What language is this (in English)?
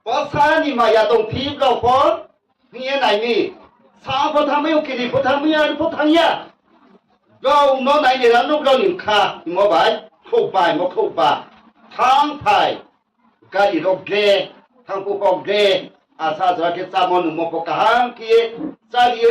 Riang (India)